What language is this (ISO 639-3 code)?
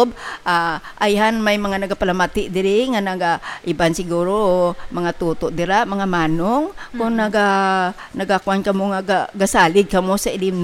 hil